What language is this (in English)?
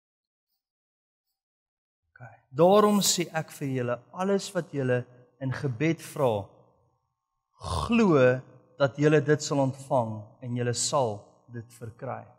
Afrikaans